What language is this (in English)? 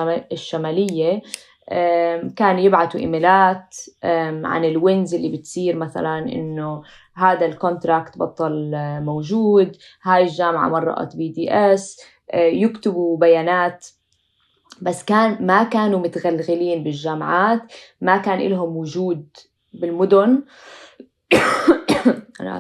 North Levantine Arabic